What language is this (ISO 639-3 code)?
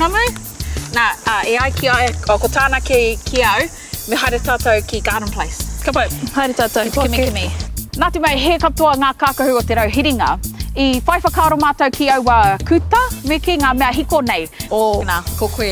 mri